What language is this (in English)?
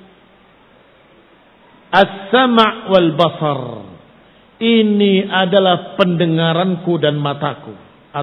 Indonesian